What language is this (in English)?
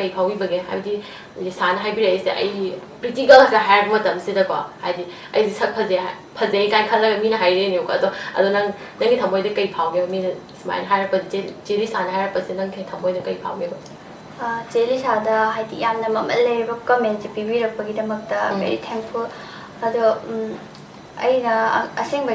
Manipuri